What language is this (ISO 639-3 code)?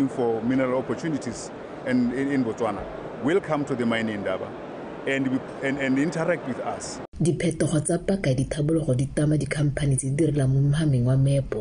tsn